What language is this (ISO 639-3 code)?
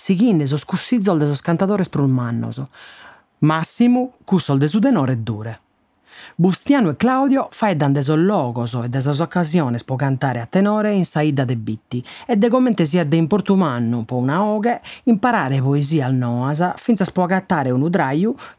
srd